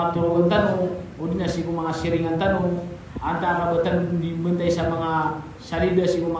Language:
Maranao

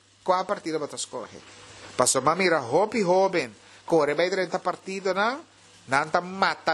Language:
Papiamento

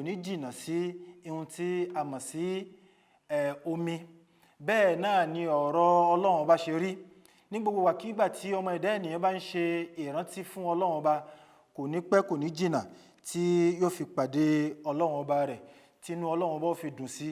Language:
Yoruba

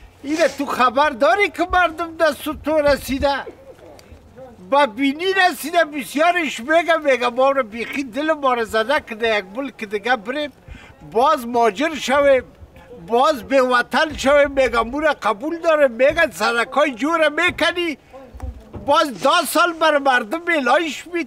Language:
Persian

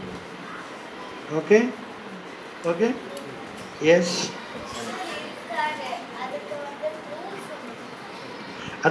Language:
Tamil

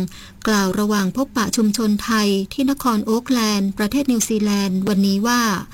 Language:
Thai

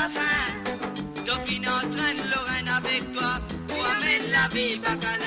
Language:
Morisyen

